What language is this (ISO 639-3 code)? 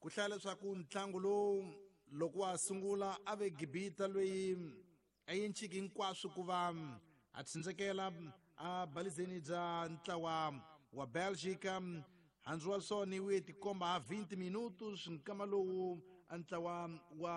tso